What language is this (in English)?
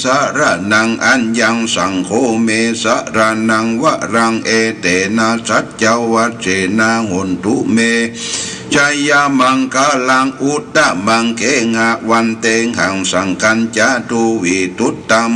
Pali